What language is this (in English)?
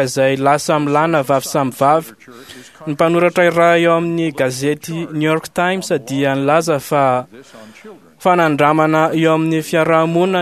Malagasy